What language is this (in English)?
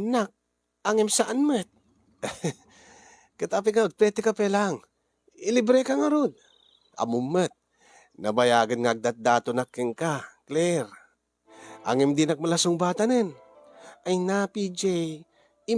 Iloko